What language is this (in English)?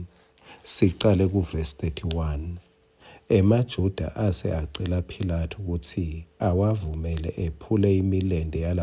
Swati